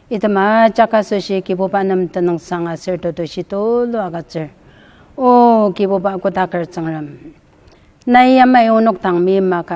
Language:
Ao Naga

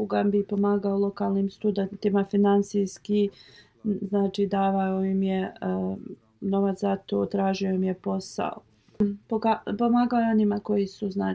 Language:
Bosnian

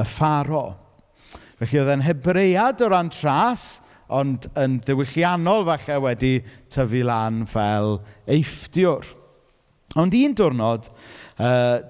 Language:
Welsh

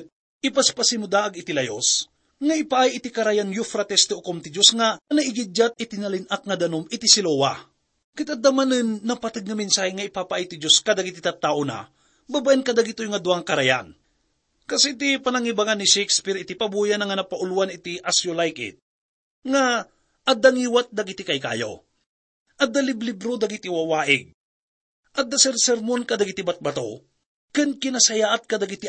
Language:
Iloko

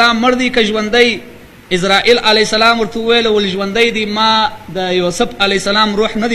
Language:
Pashto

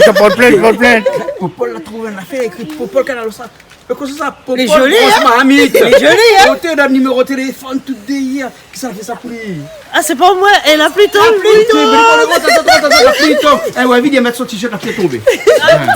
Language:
Réunion Creole French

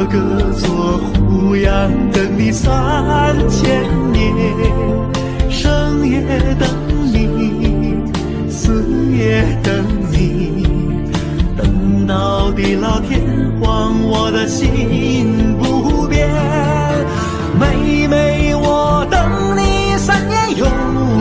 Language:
Chinese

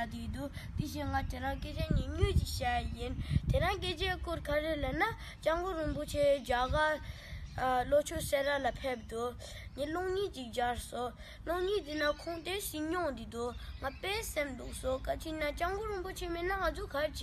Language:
Tibetan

